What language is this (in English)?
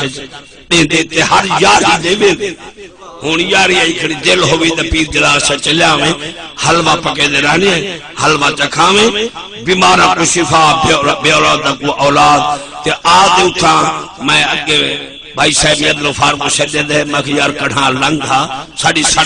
Saraiki